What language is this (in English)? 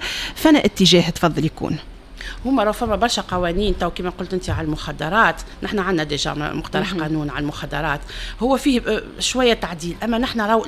Tunisian Arabic